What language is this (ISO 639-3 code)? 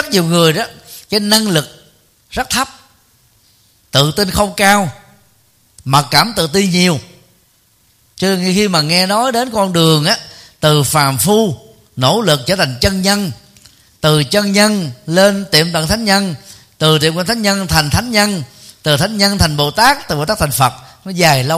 vie